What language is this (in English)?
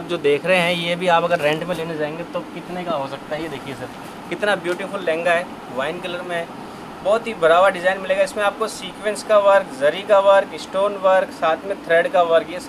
Hindi